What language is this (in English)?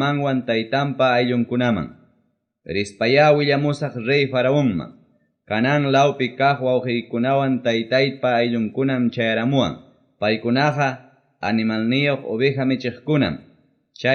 Ayacucho Quechua